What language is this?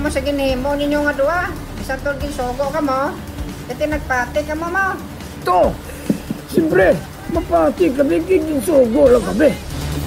Hiligaynon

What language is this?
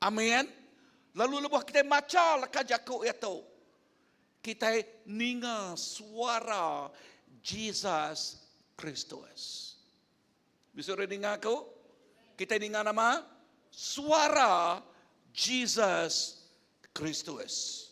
Iban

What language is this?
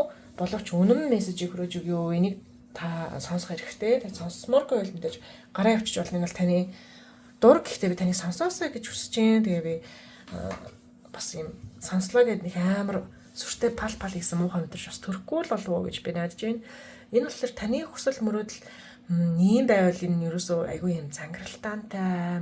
Mongolian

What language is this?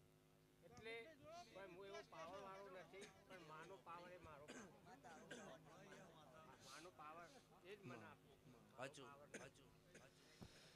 Gujarati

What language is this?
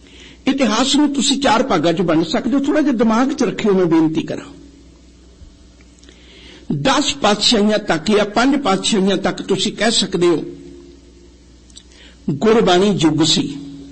Punjabi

